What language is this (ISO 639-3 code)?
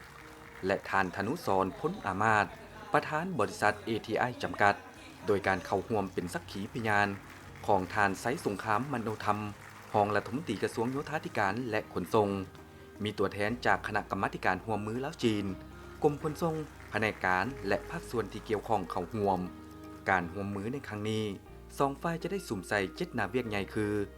lao